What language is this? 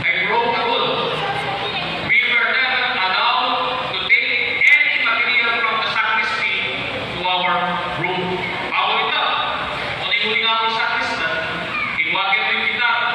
Pampanga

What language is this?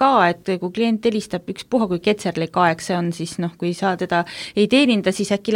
Estonian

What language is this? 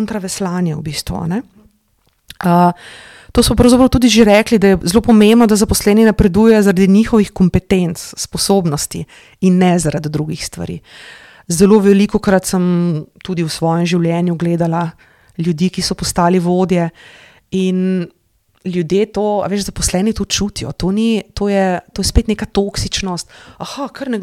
Slovenian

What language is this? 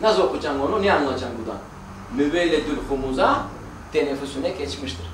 Crimean Tatar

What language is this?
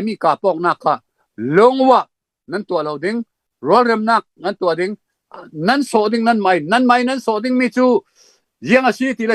Falam Chin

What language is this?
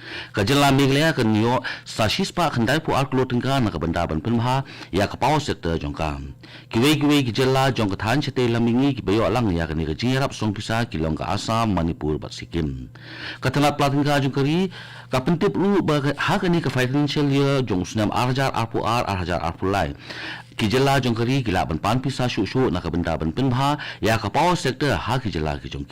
Khasi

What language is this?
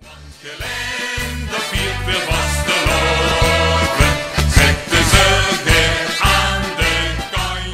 Limburgish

